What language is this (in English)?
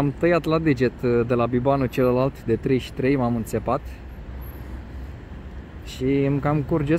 Romanian